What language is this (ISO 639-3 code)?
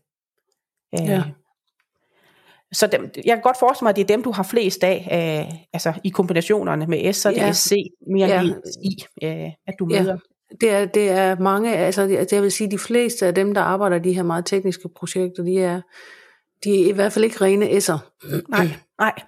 dan